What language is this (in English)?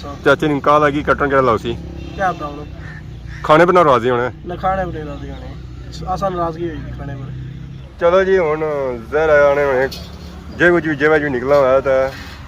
Pahari-Potwari